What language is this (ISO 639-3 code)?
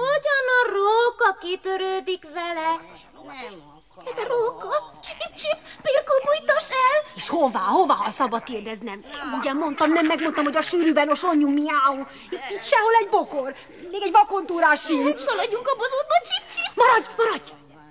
hun